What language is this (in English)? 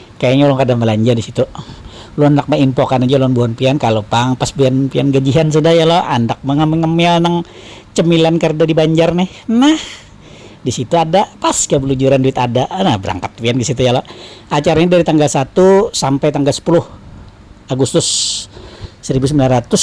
Banjar